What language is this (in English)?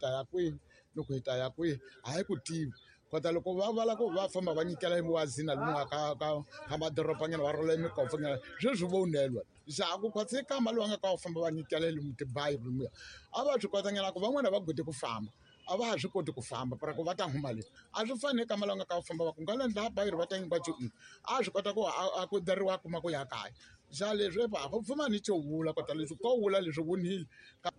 Tsonga